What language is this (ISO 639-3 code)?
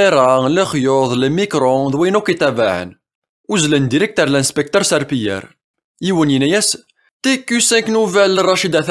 kab